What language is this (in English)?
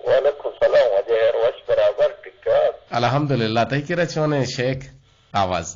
Eastern Balochi